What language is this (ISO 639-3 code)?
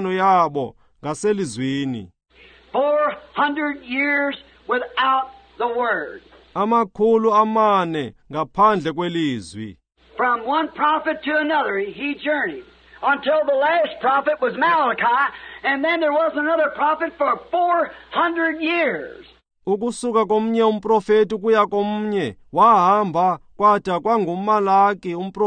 xho